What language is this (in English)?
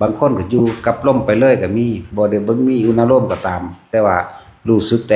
Lao